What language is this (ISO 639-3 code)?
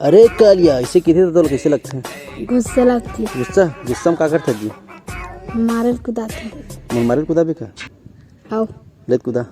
hne